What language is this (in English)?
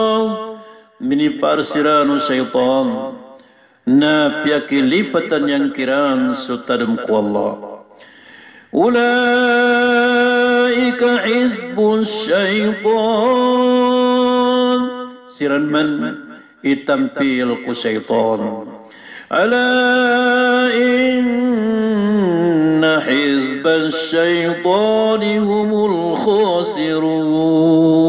Maranao